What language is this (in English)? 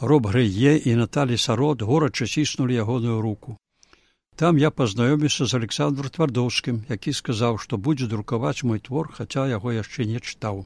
Belarusian